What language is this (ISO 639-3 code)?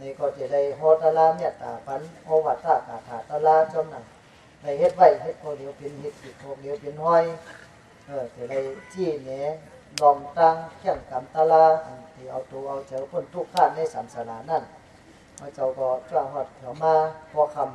shn